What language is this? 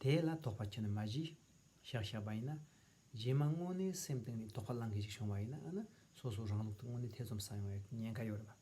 Tibetan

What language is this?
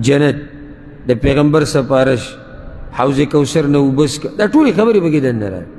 Pashto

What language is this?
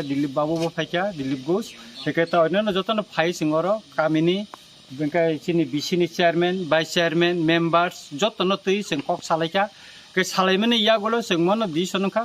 Kok Borok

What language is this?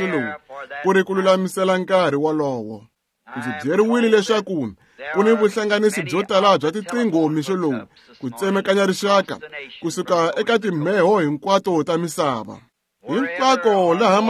Tsonga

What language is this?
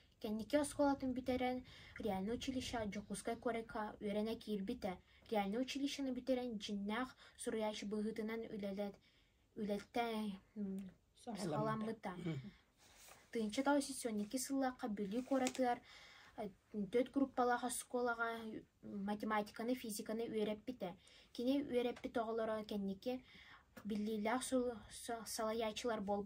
Yakut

